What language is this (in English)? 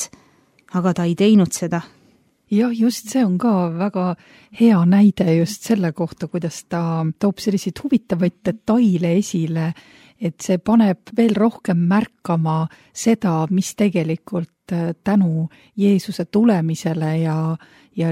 Estonian